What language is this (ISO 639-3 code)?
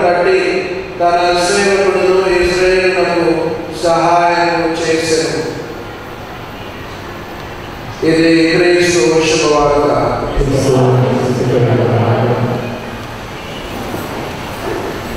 tel